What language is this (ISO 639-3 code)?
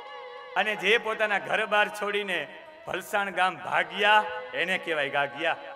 guj